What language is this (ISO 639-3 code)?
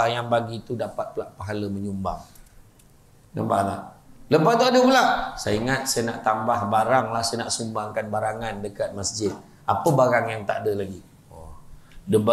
msa